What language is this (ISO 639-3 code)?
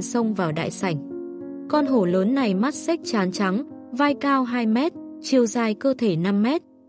vie